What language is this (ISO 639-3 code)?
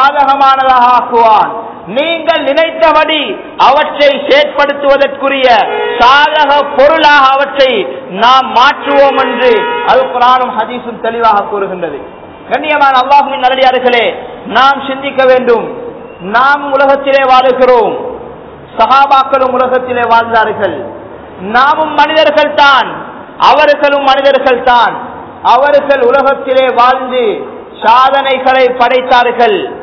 tam